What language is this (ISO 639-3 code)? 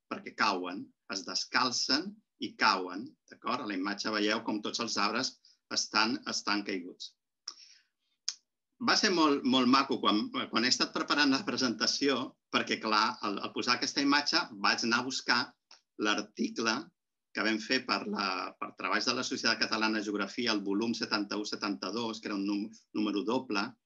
cat